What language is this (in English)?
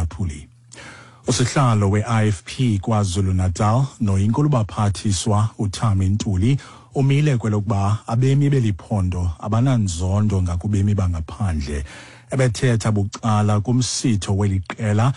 Xhosa